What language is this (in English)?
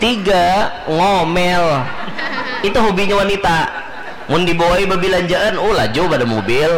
Banjar